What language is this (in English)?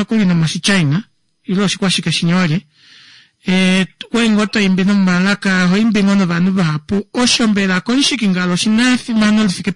Kuanyama